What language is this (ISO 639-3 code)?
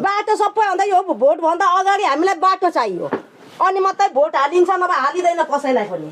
nep